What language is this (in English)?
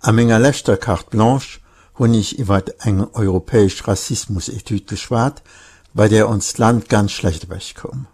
Luxembourgish